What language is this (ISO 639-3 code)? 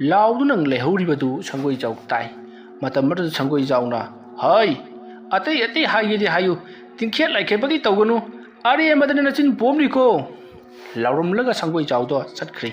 mni